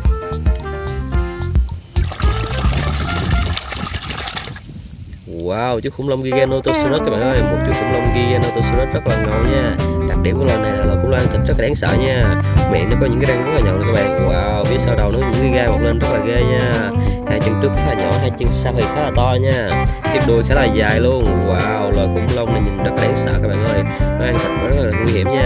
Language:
Vietnamese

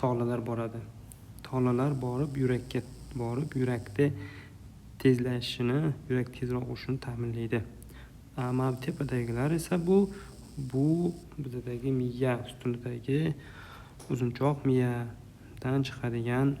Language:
Uzbek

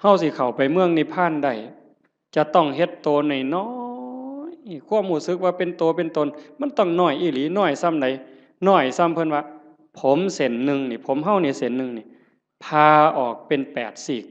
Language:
Northeastern Thai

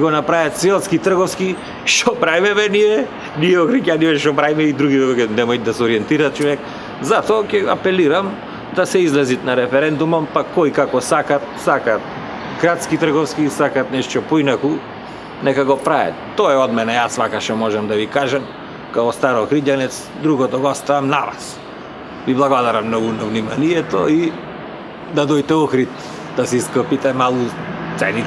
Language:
Macedonian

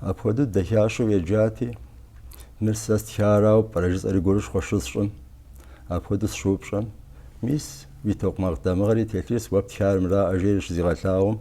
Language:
Kabardian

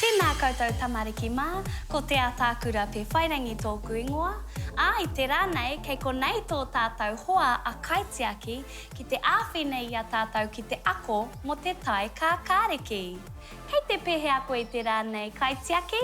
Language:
Māori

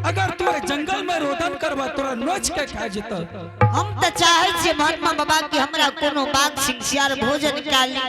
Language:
Angika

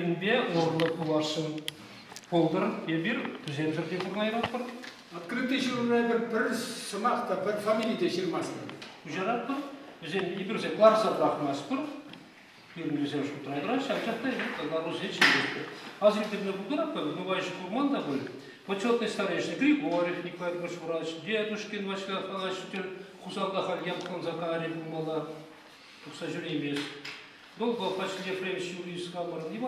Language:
Chuvash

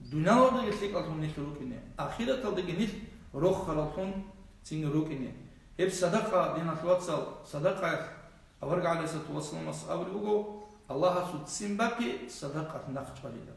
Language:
Avaric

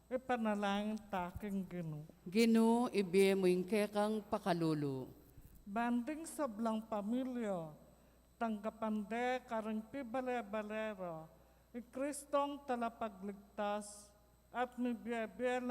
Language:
Pampanga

